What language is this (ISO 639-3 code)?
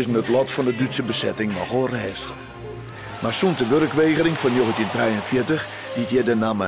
fry